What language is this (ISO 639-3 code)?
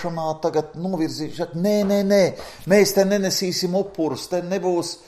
lav